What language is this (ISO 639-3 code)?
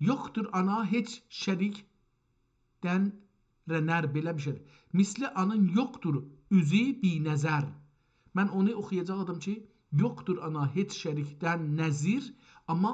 azb